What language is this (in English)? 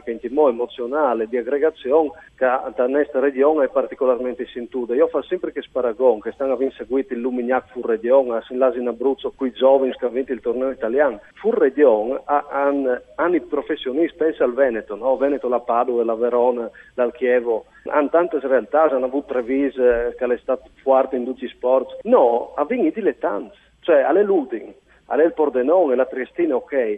Friulian